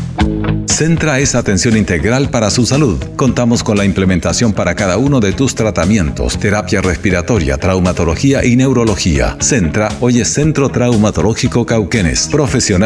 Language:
Spanish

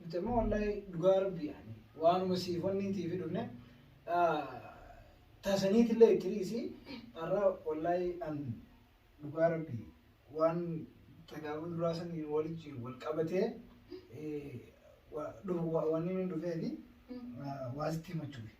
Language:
Oromo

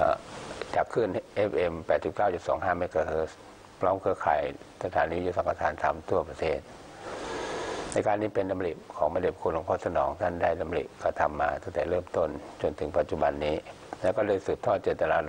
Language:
Thai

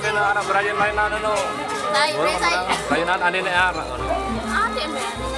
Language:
Sasak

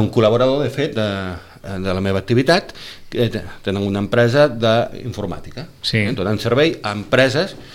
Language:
Catalan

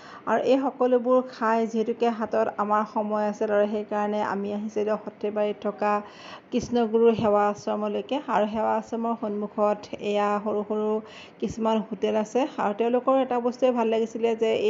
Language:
Assamese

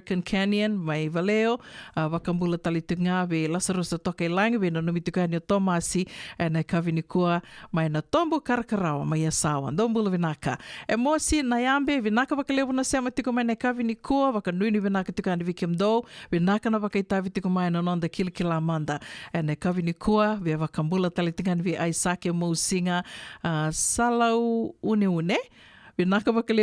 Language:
Fijian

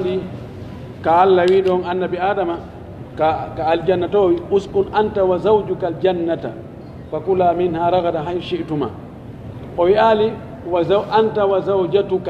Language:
Pular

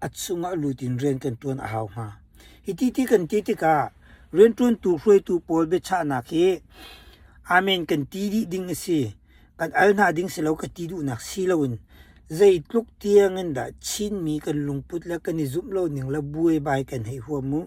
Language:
Hakha Chin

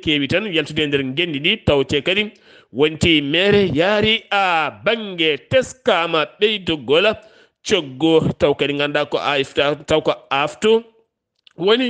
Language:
Fula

